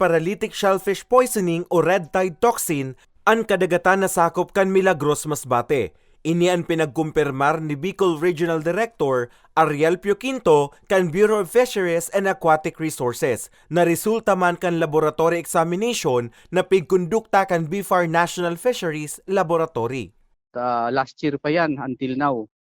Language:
Bikol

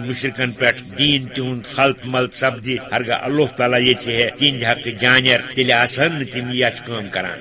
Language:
Kashmiri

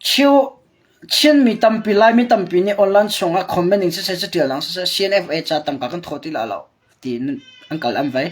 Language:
Hakha Chin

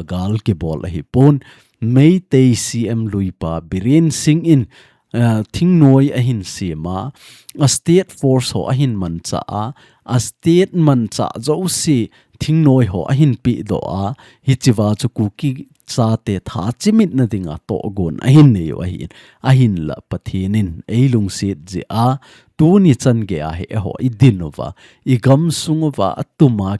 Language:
Thado Chin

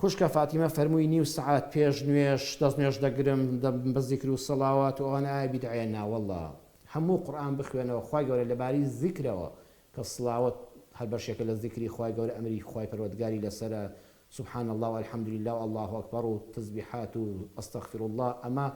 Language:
Central Kurdish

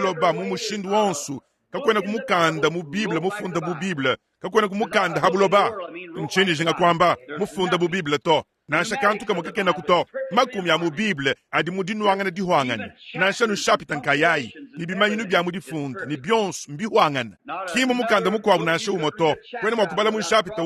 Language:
Luba-Lulua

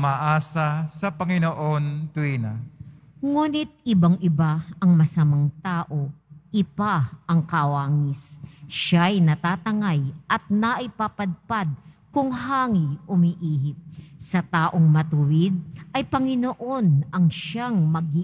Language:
Filipino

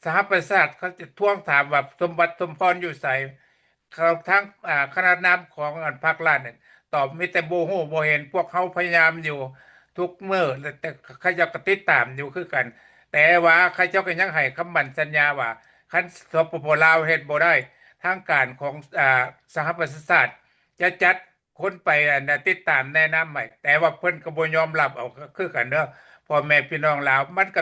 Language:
Lao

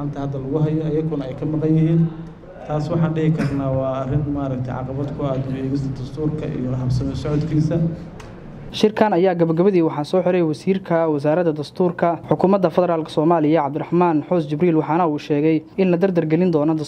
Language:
Somali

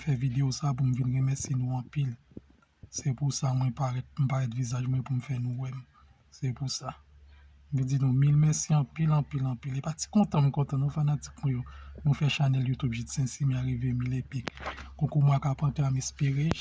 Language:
Haitian Creole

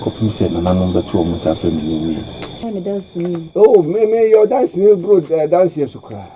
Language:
Akan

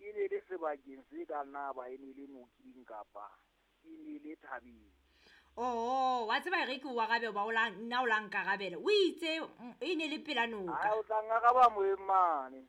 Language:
Southern Sotho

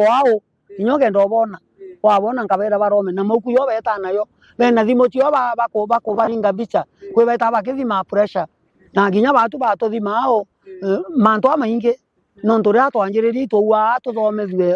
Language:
Meru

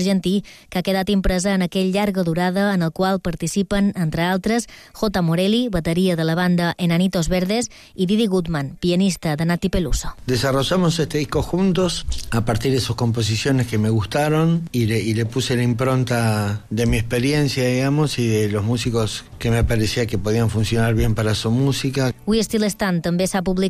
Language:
Catalan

